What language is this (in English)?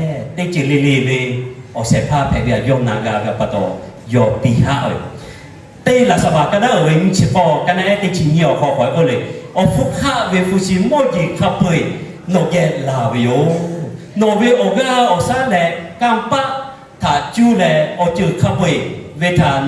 Lahu